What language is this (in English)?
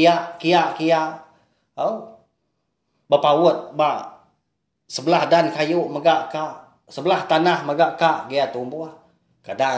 Iban